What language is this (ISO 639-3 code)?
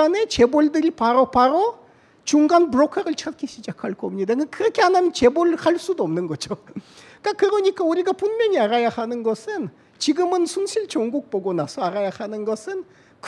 kor